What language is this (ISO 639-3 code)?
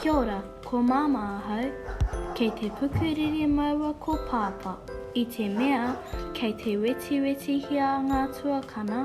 mri